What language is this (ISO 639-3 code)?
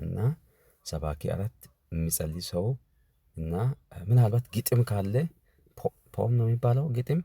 amh